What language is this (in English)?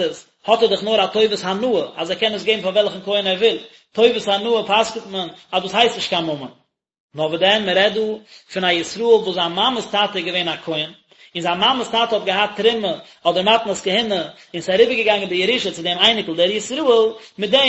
Yiddish